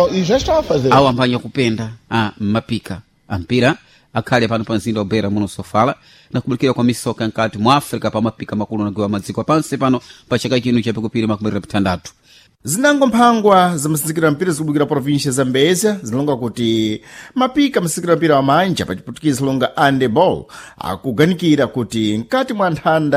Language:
Sena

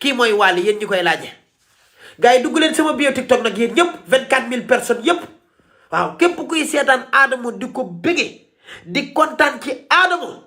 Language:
Wolof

